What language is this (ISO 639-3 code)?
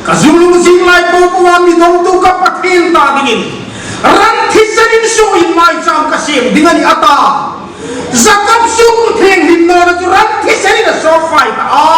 hmr